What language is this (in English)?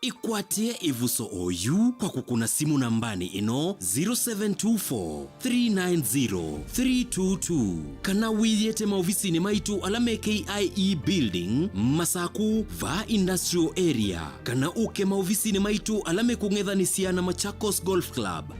Kamba